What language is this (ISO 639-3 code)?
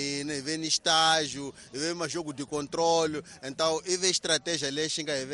tso